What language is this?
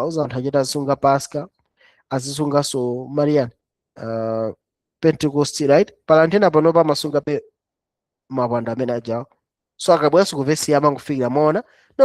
Nyanja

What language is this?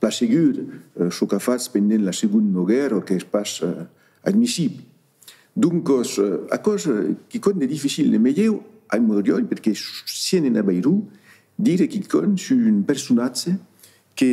Occitan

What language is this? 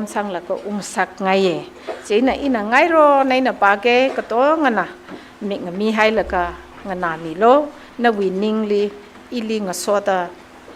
Tangkhul Naga (India)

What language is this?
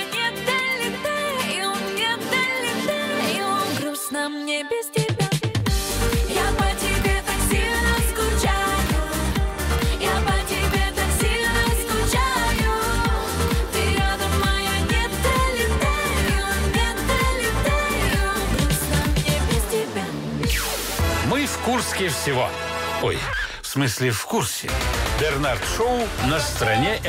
Russian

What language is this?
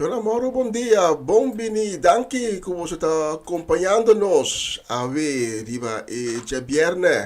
Papiamento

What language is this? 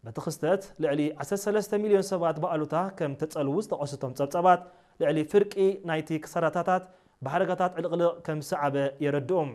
Tigrinya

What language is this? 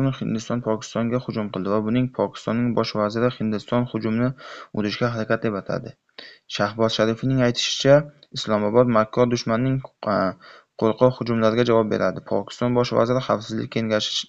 Uzbek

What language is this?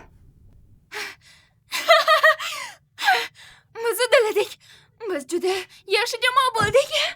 Uzbek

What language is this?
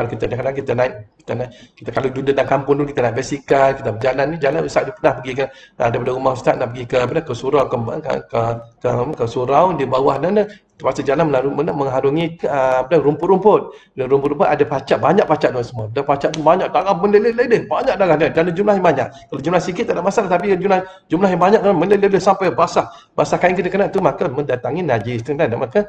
Malay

